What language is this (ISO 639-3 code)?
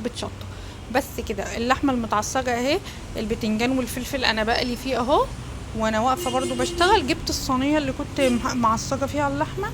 arz